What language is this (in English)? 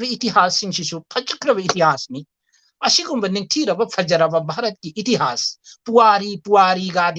Manipuri